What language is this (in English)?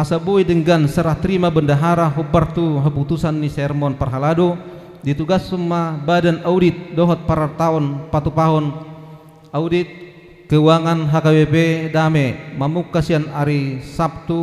Batak Toba